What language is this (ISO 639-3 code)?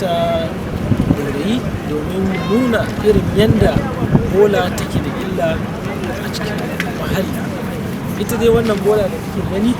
hau